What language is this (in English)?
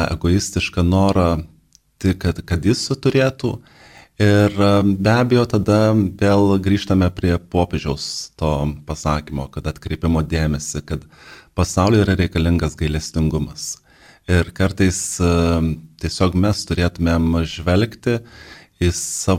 Lithuanian